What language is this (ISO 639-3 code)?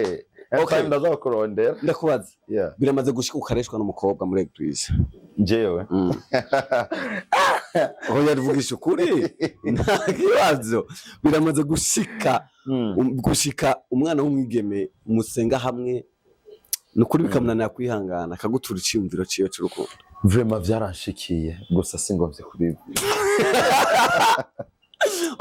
run